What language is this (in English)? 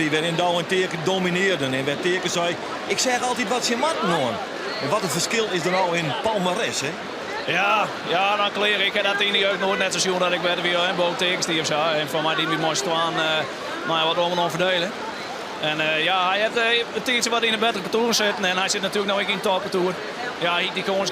Western Frisian